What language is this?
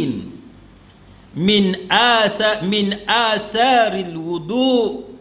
Malay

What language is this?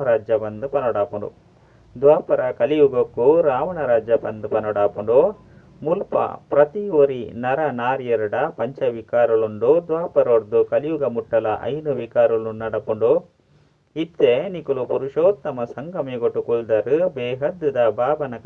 Tulu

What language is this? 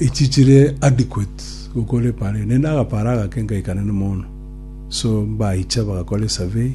Gusii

